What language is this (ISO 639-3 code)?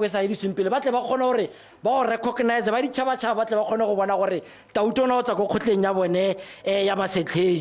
tsn